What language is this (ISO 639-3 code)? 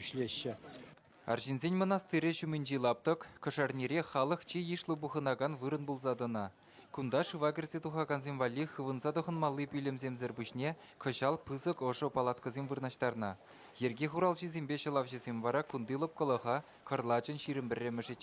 chv